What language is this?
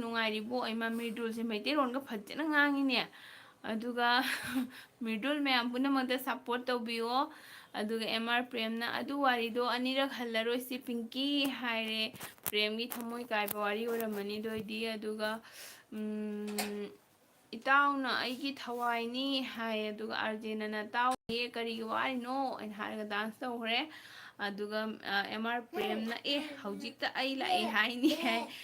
Manipuri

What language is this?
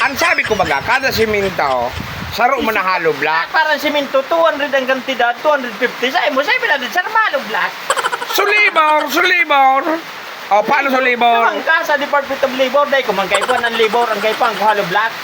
Bikol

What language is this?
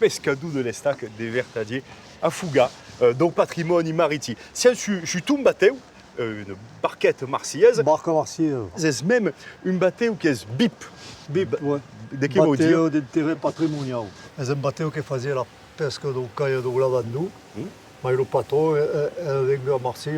Occitan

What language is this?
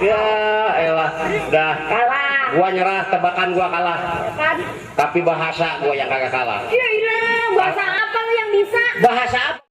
Betawi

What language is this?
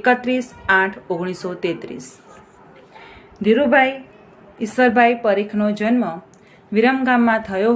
Gujarati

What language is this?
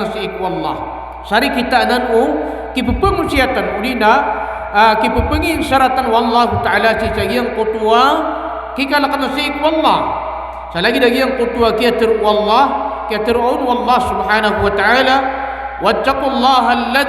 Maranao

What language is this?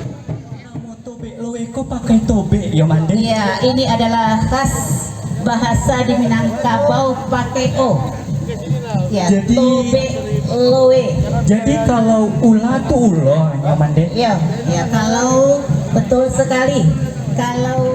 Minangkabau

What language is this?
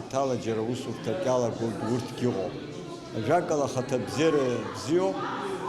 Abkhazian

